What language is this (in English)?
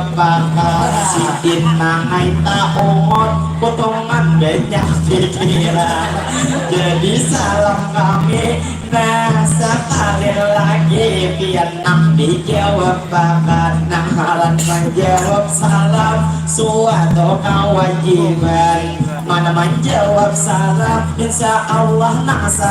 Banjar